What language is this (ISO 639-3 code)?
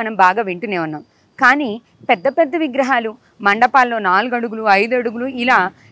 tel